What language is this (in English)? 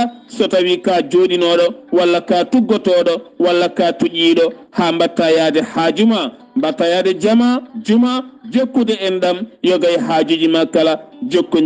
Fula